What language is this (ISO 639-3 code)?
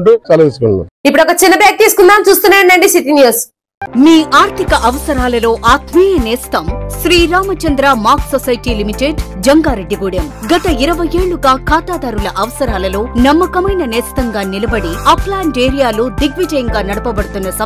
tel